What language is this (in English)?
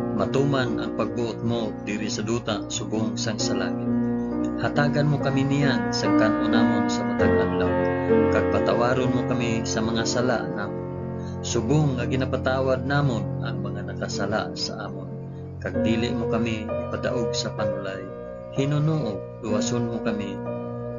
Hiligaynon